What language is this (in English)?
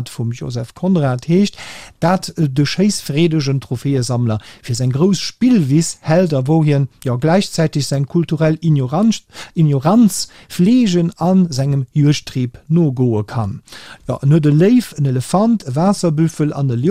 Luxembourgish